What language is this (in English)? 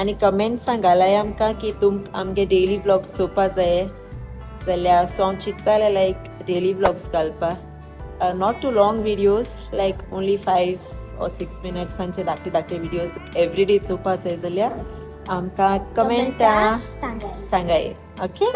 Konkani